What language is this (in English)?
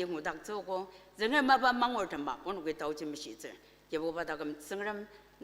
Ao Naga